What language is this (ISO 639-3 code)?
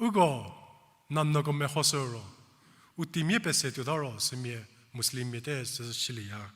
njm